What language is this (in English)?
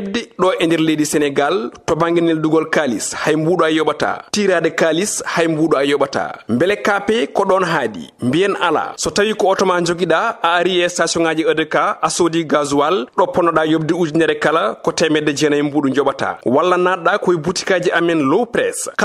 Fula